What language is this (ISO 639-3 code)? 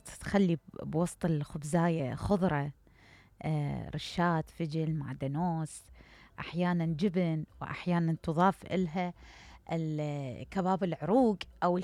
acm